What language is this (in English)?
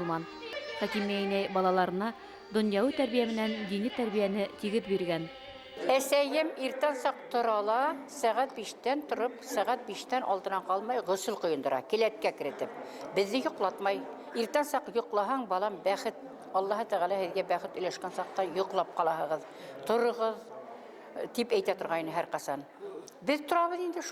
Bashkir